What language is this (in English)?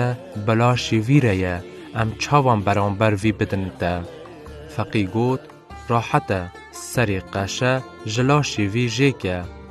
Kurdish